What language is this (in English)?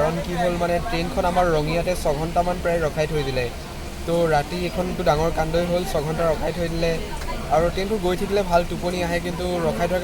Assamese